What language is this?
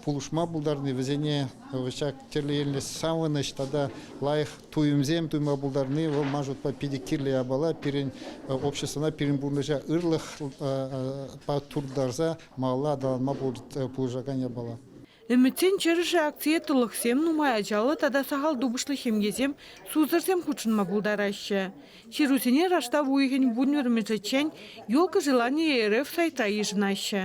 Chuvash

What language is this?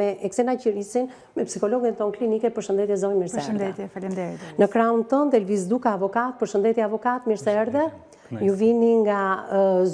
Albanian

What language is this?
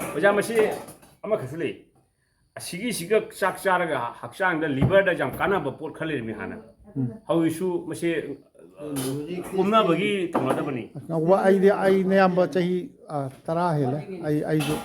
Manipuri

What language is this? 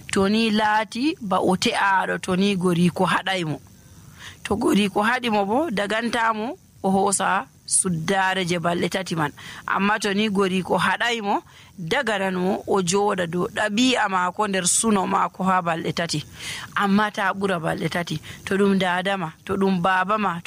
Nigerian Fulfulde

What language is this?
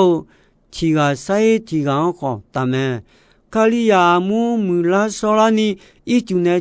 Akha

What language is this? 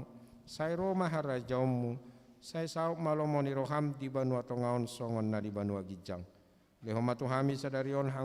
Batak Toba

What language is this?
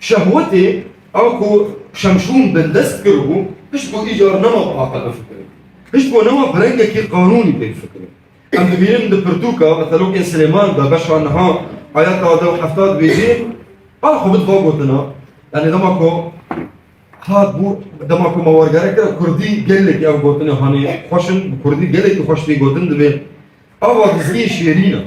Kurdish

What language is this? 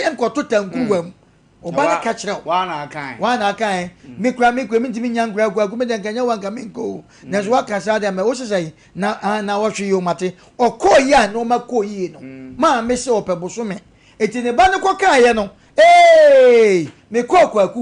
Akan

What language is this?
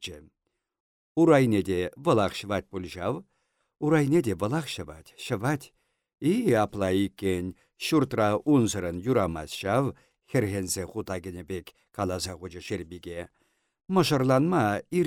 Chuvash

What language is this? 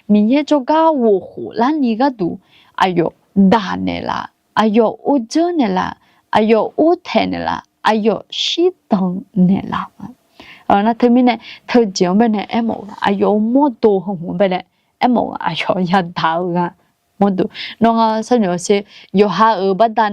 Akha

